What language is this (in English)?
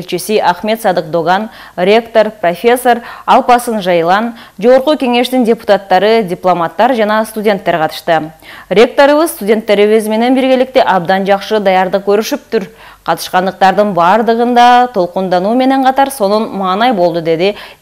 Kyrgyz